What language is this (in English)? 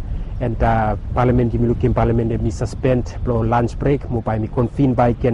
Bislama